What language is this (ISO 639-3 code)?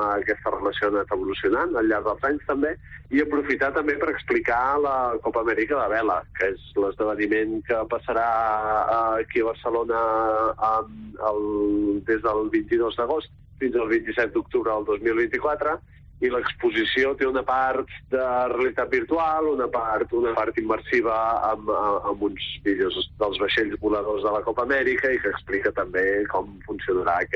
cat